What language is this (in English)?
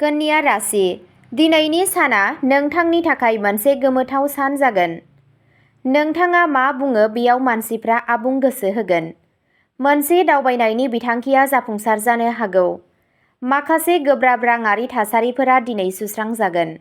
Bodo